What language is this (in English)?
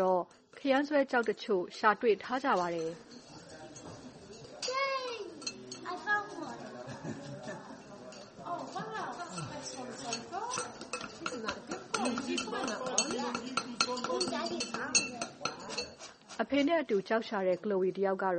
Burmese